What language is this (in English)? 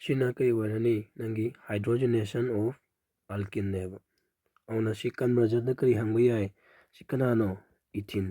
Manipuri